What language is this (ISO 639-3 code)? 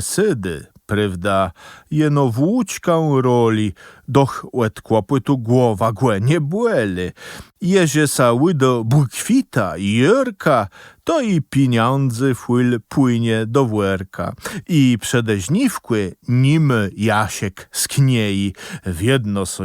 csb